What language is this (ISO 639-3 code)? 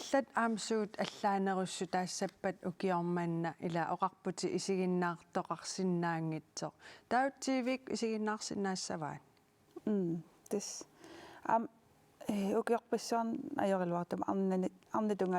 kal